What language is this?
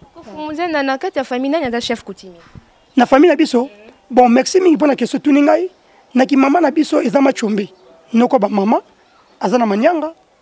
Lingala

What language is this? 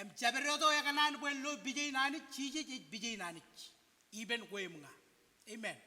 Marshallese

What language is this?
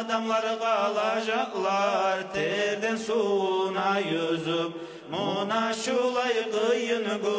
Kumyk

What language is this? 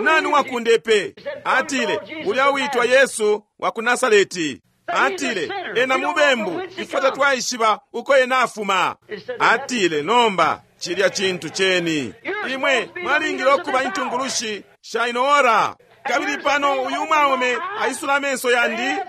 Bemba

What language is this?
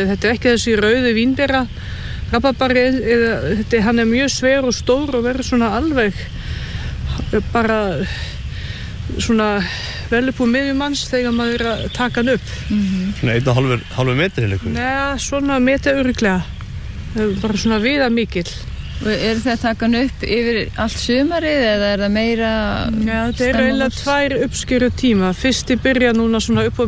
Icelandic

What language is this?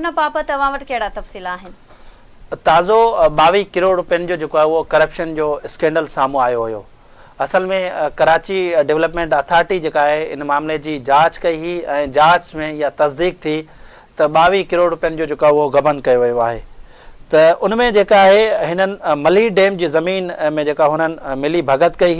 Sindhi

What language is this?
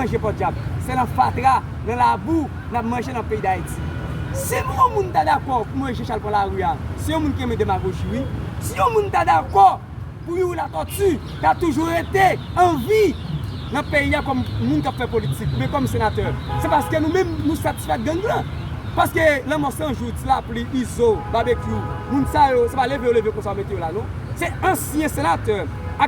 Haitian Creole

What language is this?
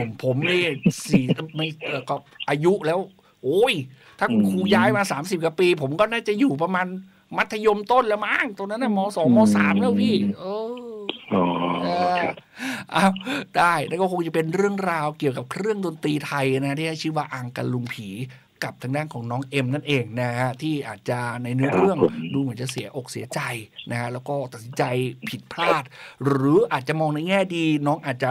Thai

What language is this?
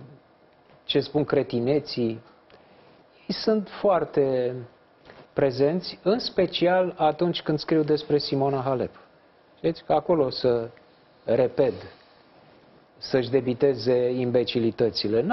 Romanian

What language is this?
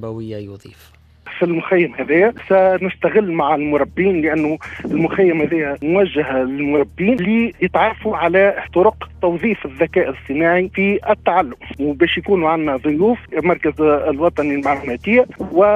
Tunisian Arabic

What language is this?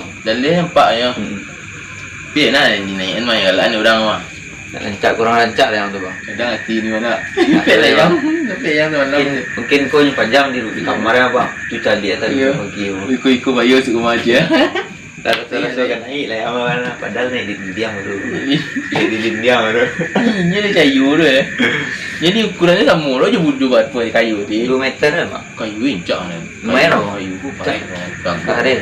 Minangkabau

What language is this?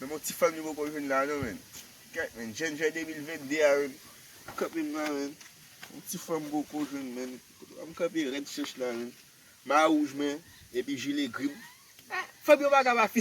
Haitian Creole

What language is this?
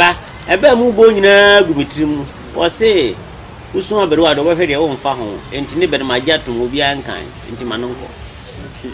Akan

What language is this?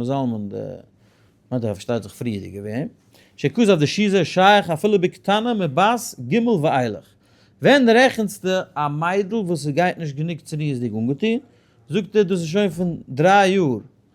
Yiddish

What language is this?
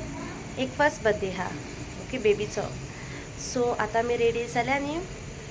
Konkani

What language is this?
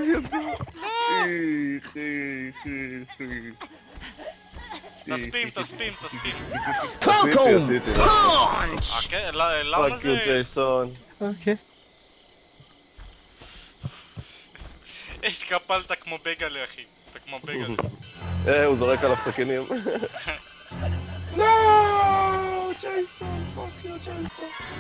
Hebrew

